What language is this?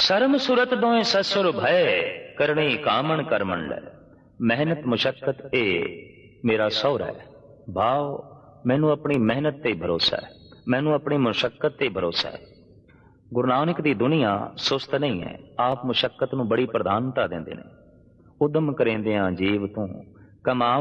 Punjabi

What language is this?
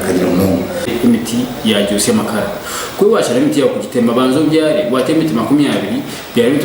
Nyankole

